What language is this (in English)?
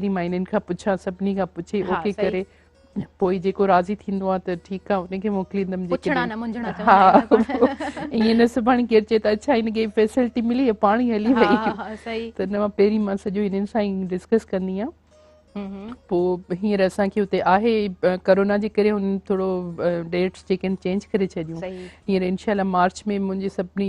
Sindhi